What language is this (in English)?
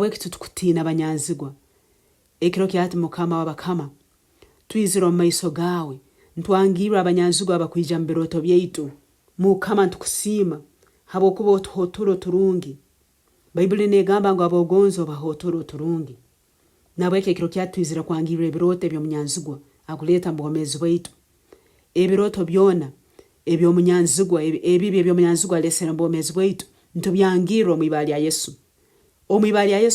Nyoro